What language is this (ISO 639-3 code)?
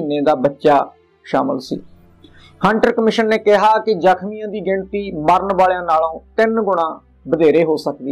pan